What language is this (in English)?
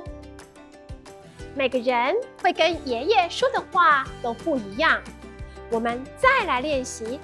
Hakka Chinese